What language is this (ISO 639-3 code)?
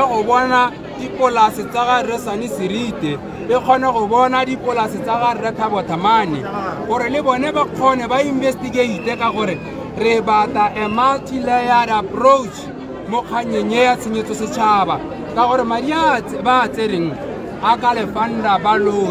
tsn